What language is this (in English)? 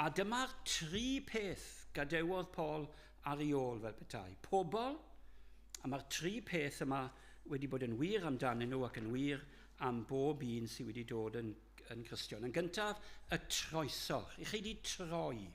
Welsh